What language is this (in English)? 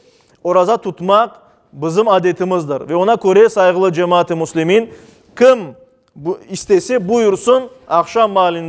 Crimean Tatar